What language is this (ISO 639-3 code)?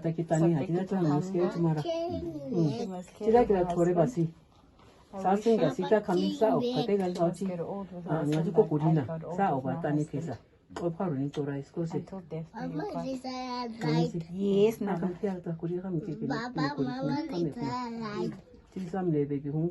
naq